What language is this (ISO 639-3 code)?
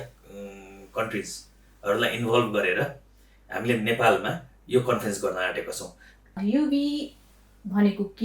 nep